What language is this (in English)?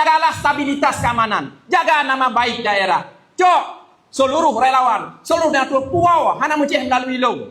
Achinese